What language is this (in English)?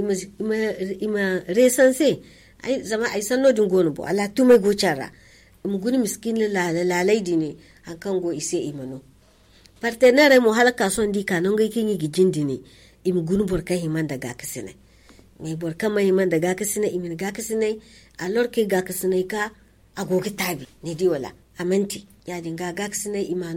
Zarma